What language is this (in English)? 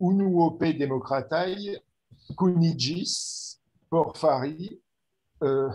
Esperanto